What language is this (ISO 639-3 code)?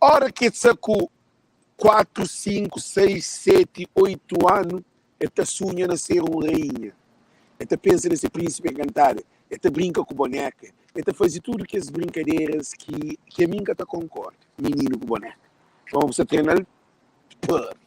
kea